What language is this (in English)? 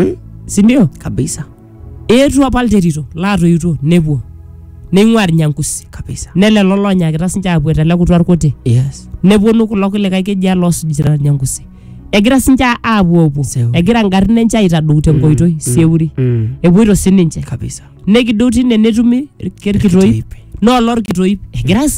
Masai